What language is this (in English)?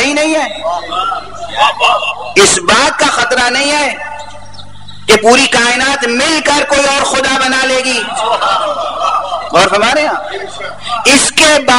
Urdu